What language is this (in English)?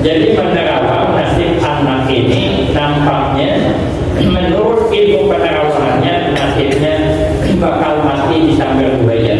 Banjar